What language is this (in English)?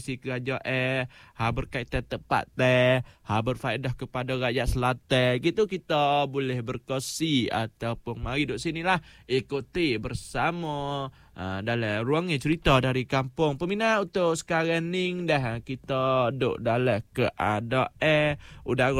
Malay